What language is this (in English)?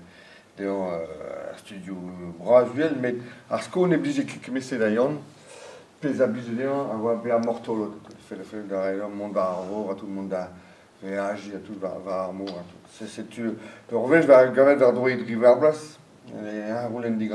Breton